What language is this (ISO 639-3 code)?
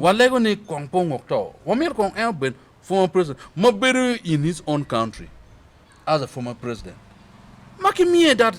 ach